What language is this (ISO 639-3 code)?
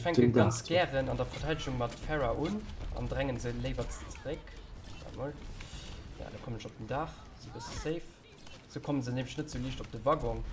ltz